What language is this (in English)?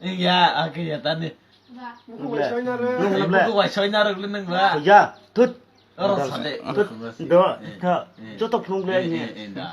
Kok Borok